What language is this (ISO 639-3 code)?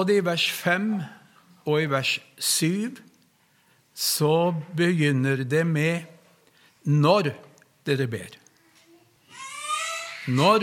nor